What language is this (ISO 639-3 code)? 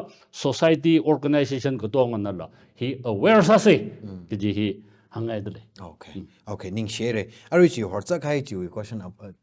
nmf